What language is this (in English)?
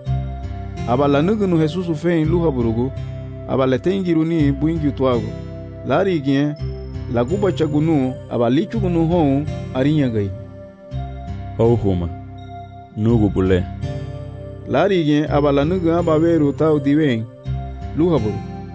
Garifuna